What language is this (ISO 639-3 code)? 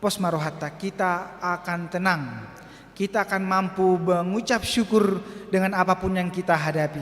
bbc